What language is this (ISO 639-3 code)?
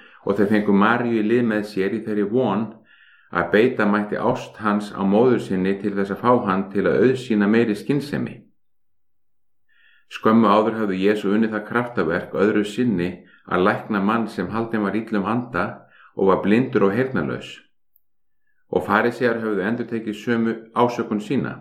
isl